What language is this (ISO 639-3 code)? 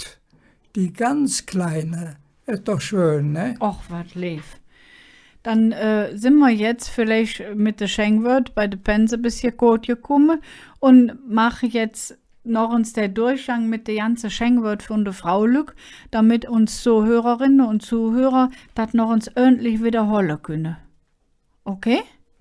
ksh